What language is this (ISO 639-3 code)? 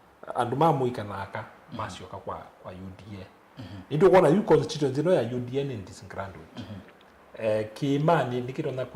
kam